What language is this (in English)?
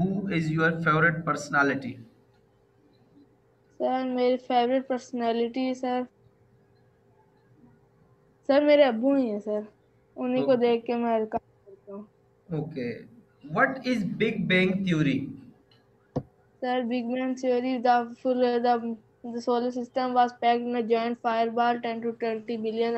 Hindi